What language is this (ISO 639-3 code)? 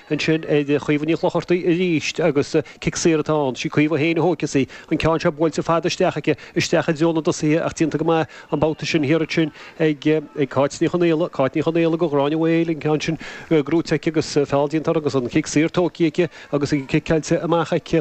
gle